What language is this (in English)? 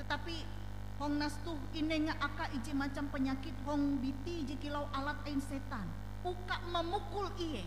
Ngaju